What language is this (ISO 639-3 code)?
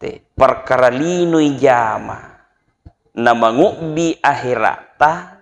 bug